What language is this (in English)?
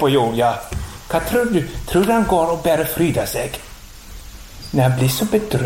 Norwegian